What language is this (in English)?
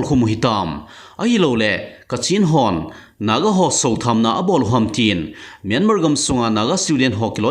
Thado Chin